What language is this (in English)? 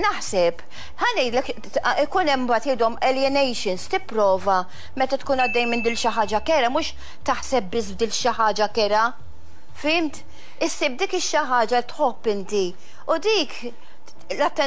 Maltese